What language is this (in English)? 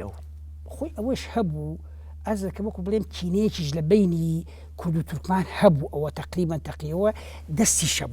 Central Kurdish